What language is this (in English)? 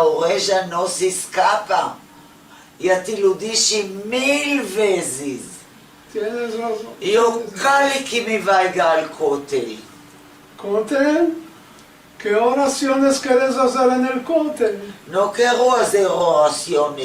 Ladino